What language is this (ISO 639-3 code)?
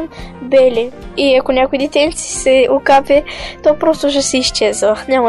bul